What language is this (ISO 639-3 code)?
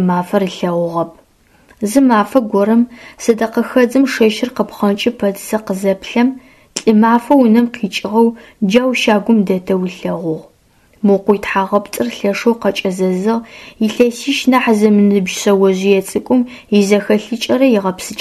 ady